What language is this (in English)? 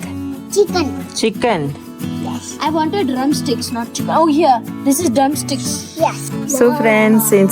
Konkani